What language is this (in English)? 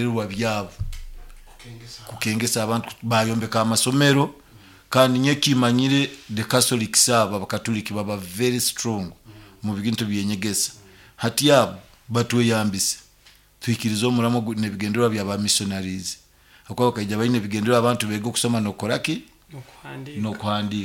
Nyoro